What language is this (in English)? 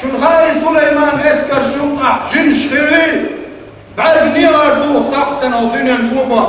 Chechen